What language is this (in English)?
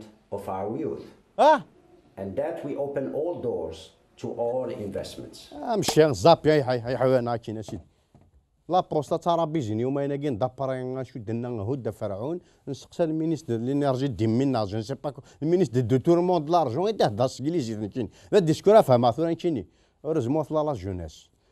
Kabyle